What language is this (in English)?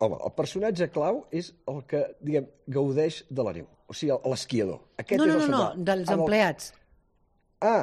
Catalan